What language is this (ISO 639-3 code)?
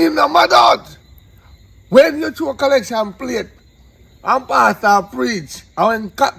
jam